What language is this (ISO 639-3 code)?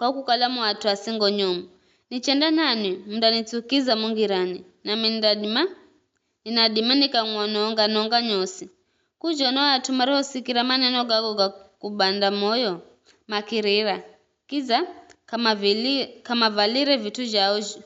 nyf